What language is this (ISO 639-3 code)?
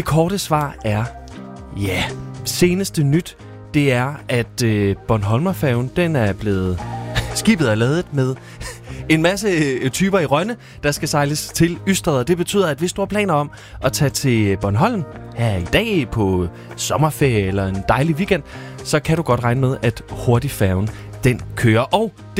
dan